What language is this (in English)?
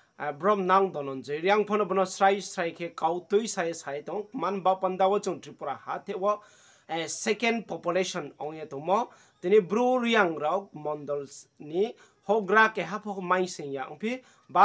Riang (India)